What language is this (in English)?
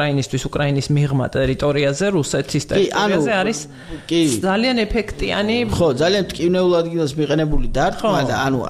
Georgian